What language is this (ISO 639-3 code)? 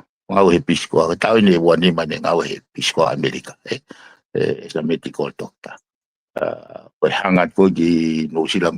ton